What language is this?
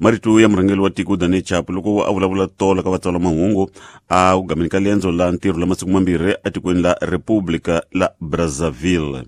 Tsonga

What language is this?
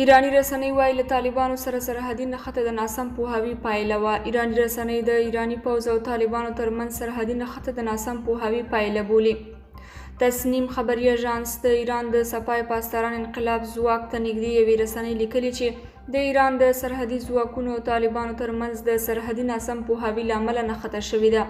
Pashto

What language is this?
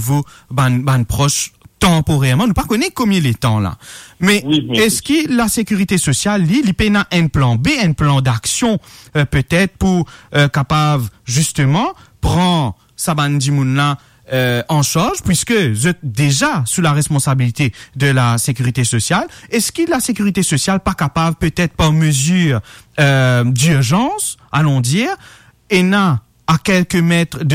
Morisyen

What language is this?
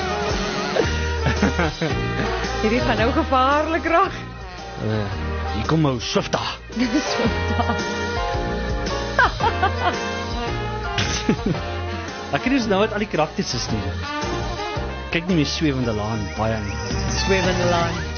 Afrikaans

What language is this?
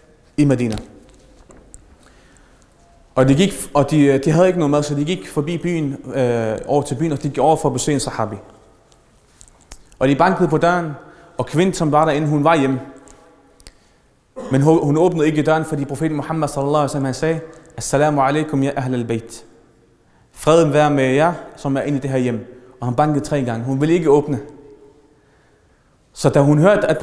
Danish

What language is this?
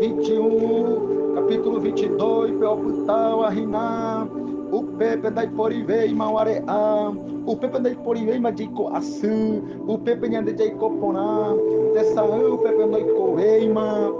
Guarani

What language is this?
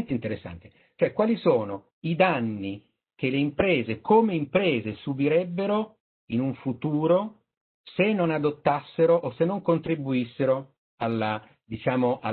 Italian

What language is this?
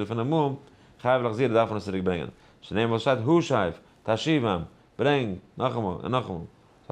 Yiddish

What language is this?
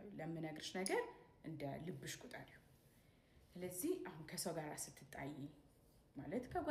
Amharic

